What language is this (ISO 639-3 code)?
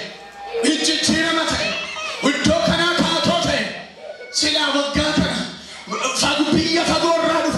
orm